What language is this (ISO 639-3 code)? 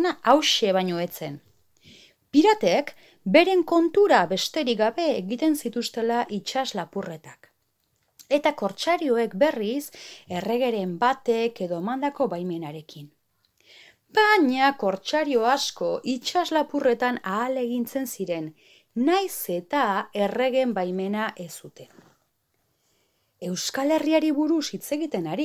eus